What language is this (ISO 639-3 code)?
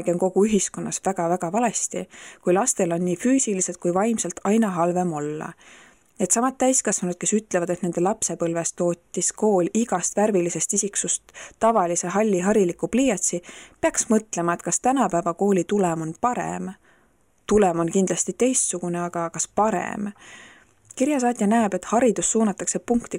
est